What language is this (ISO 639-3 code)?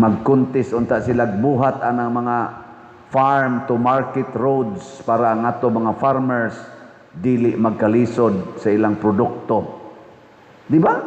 ceb